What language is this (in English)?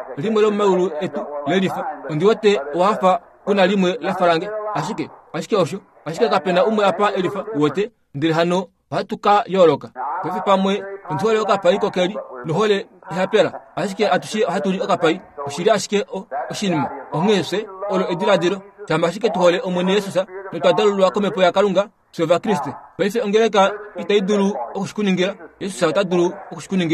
Kuanyama